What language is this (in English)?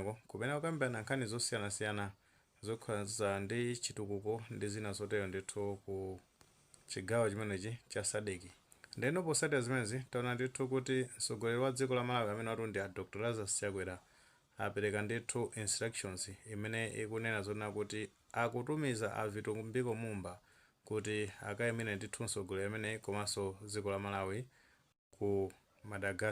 Nyanja